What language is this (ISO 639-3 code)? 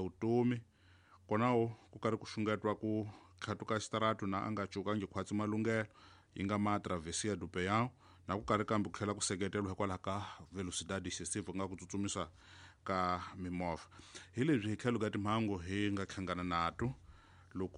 tso